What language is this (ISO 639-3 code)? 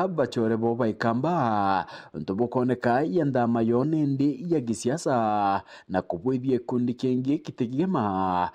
mer